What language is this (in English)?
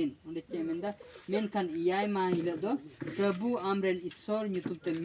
Santali